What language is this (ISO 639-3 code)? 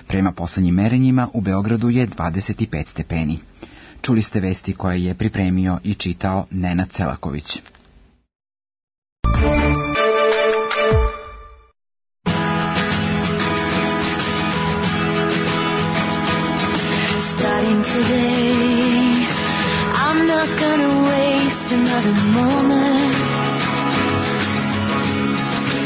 srp